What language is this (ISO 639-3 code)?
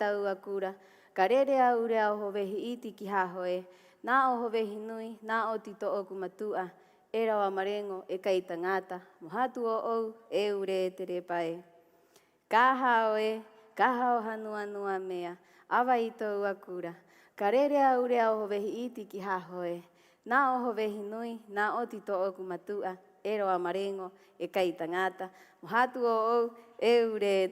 rap